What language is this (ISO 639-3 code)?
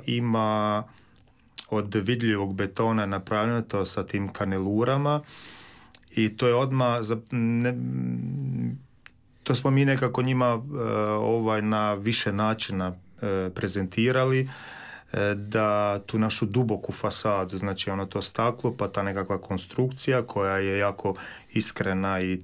hrv